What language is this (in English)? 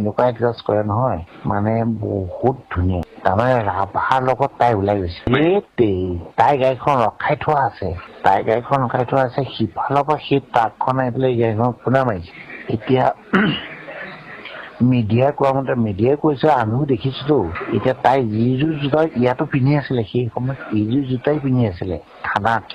Assamese